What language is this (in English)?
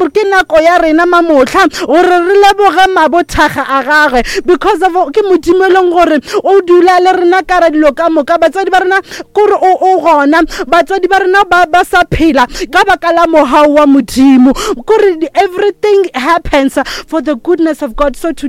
Northern Sotho